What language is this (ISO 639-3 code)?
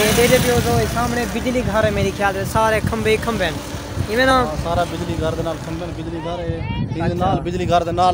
skr